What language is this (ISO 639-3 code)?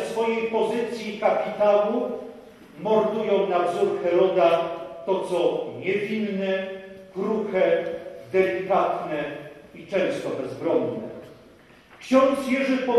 pol